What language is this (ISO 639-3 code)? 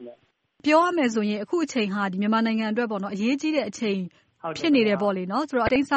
mya